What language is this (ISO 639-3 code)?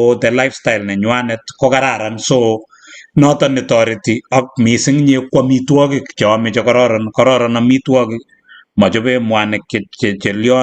kln